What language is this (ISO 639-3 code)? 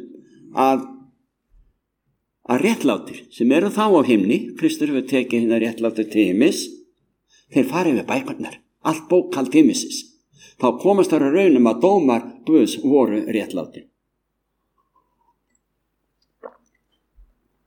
isl